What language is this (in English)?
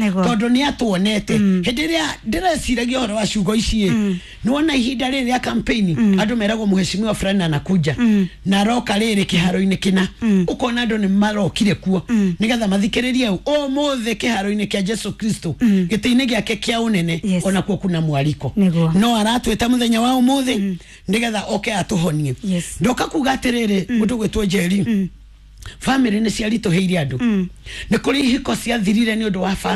Kikuyu